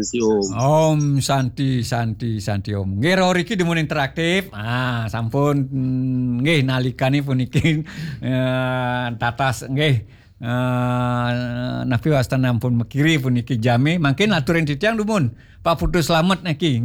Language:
Balinese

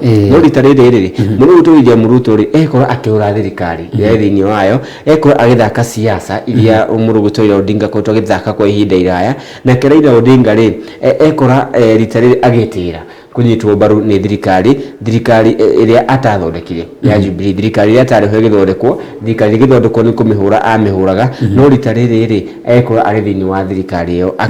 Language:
Kikuyu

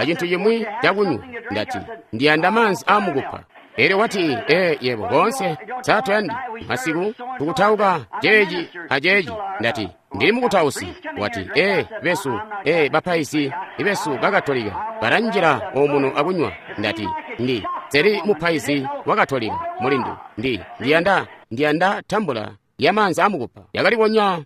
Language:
Tonga (Zambia)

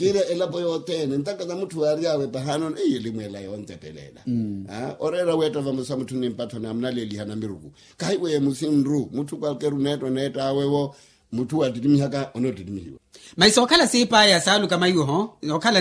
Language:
Makhuwa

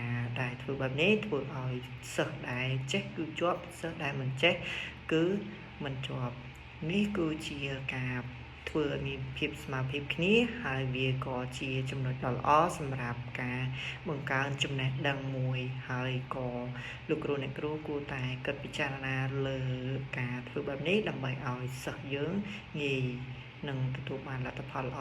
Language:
Khmer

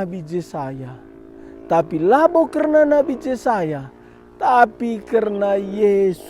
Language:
Batak Karo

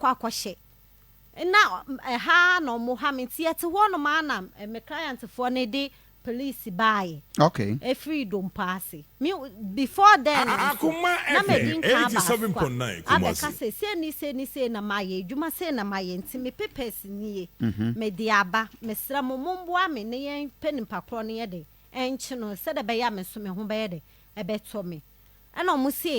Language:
Akan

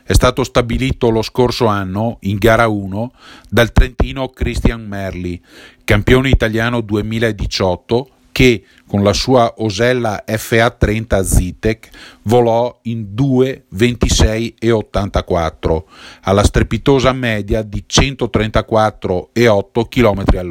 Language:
Italian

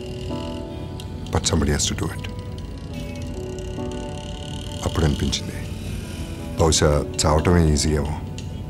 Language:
Telugu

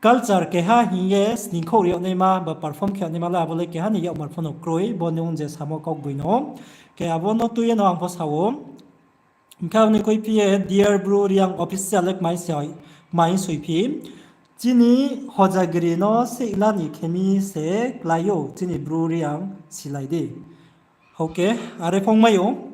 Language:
Riang (India)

